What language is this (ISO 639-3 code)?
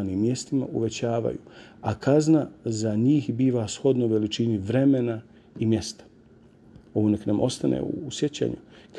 bos